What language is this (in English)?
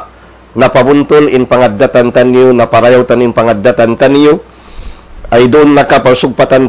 Tausug